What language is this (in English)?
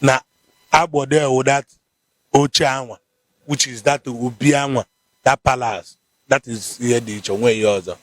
Igbo